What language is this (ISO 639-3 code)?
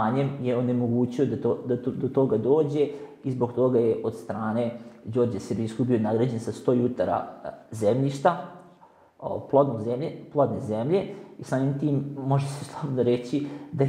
srp